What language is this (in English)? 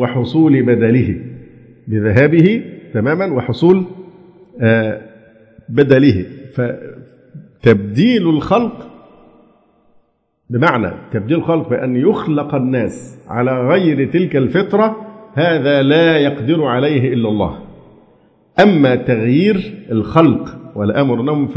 Arabic